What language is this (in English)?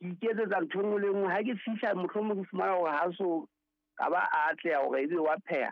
Southern Sotho